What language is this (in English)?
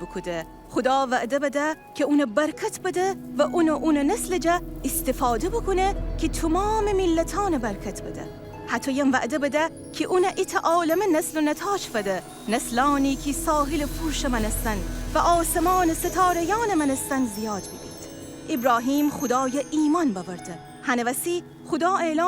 Gilaki